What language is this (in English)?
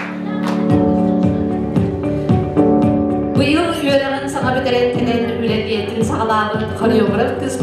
Yakut